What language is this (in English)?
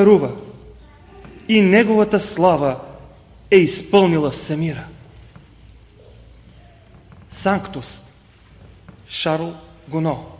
Bulgarian